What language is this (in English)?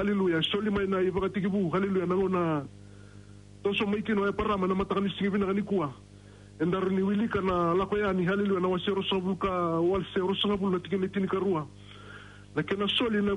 Fijian